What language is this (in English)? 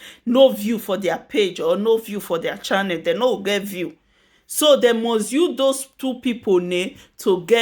Nigerian Pidgin